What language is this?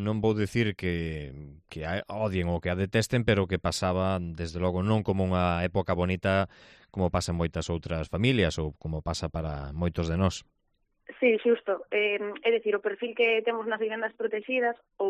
Galician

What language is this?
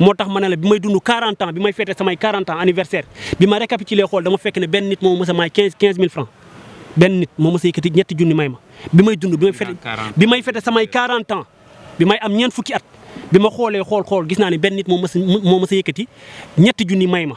Wolof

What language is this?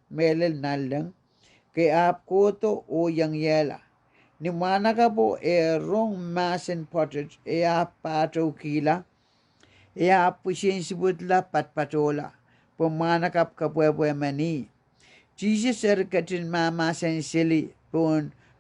Pohnpeian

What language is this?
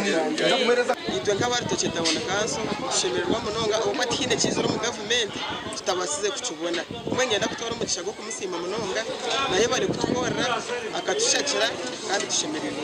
Nyankole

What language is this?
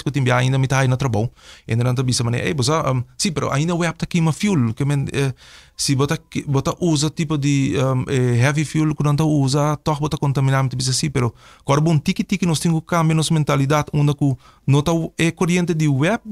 Papiamento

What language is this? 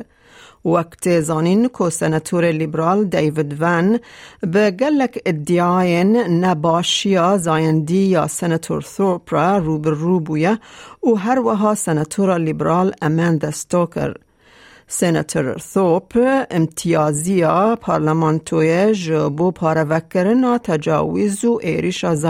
Kurdish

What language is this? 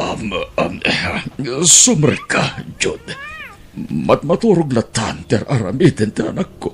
Iloko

